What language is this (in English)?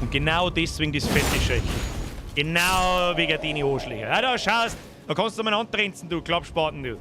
Bavarian